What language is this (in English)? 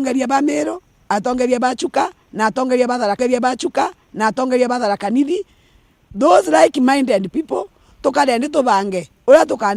Meru